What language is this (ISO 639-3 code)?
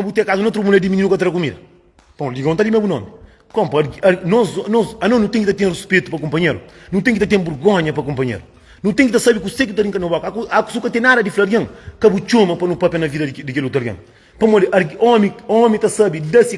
kea